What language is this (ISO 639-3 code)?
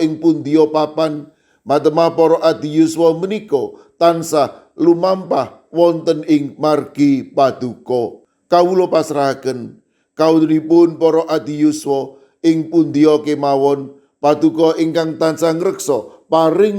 jav